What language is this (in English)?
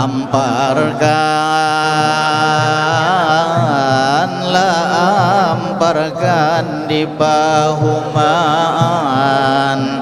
Banjar